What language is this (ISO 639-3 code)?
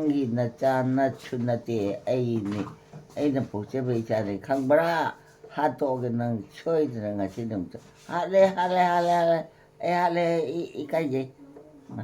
mni